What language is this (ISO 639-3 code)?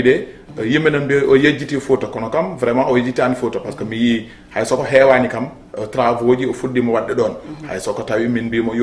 ful